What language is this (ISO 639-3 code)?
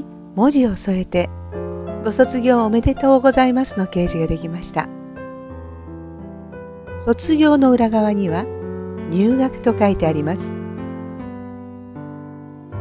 jpn